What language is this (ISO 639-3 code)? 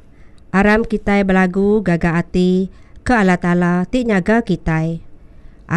iba